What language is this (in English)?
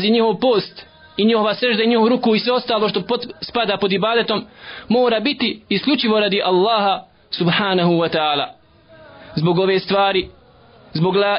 Bosnian